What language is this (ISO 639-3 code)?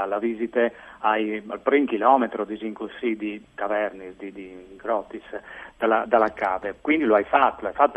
fur